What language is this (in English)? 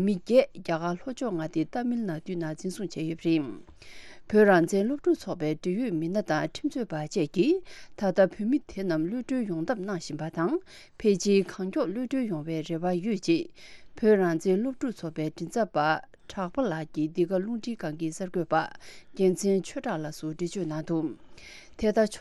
Tibetan